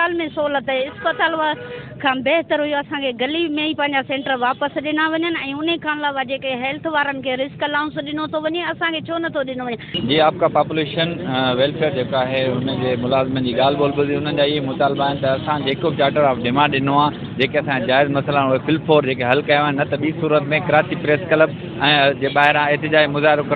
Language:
Sindhi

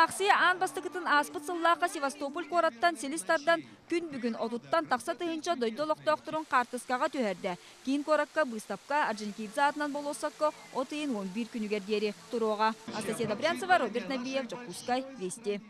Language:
Yakut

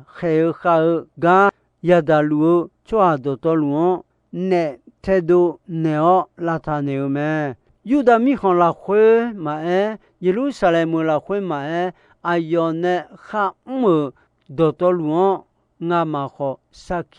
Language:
Akha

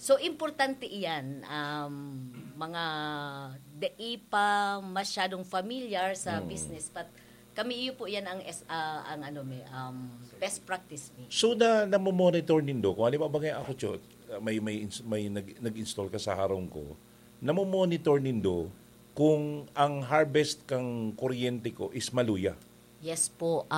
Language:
Bikol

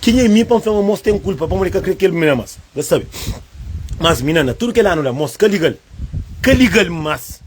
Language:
Kabuverdianu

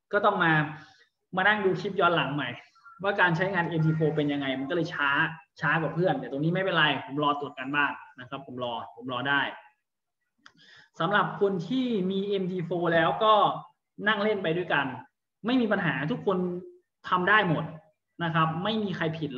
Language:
Thai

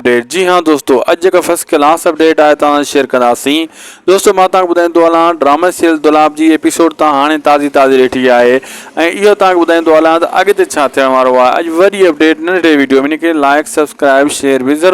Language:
Sindhi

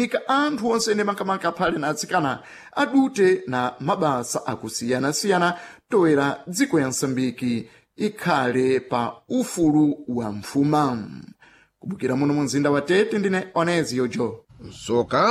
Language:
Sena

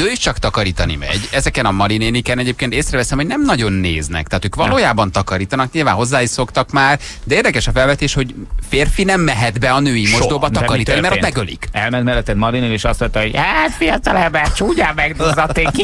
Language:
Hungarian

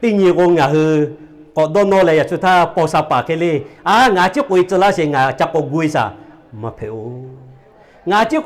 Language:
Lahu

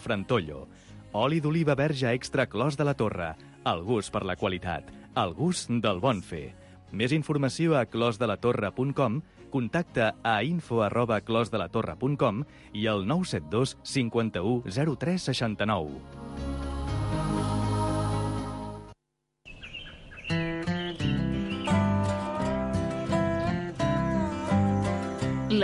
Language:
Catalan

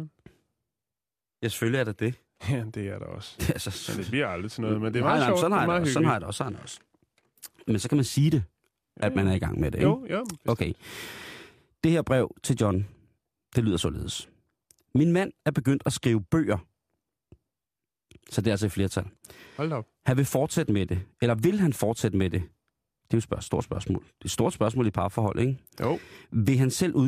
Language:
Danish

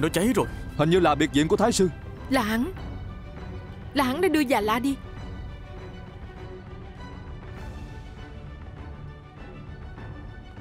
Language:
Vietnamese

